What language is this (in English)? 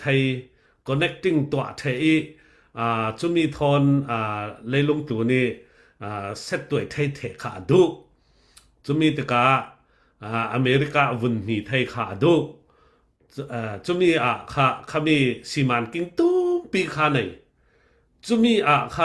Falam Chin